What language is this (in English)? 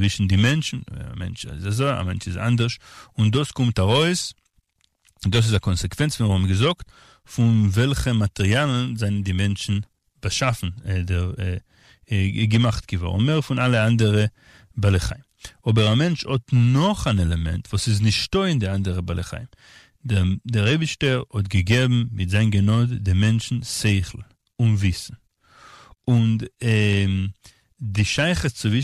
Yiddish